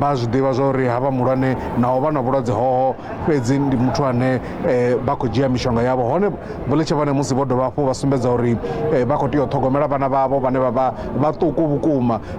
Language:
Venda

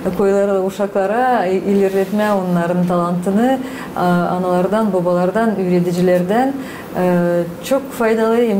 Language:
Gagauz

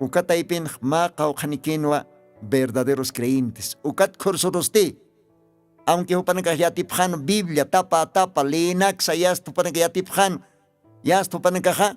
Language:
Aymara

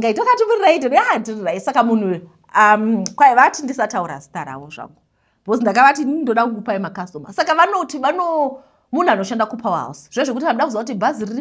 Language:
Shona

